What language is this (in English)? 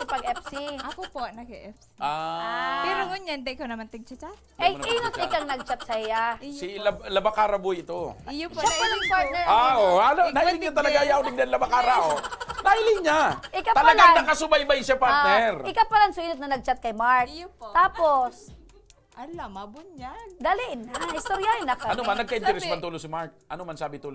Bikol